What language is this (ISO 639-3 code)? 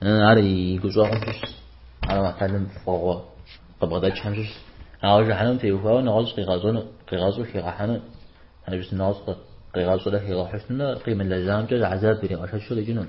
kbd